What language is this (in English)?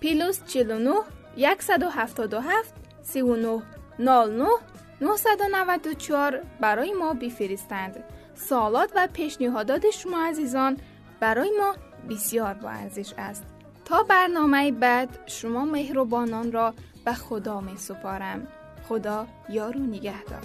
Tajik